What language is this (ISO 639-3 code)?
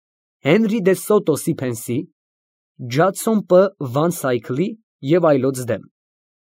hye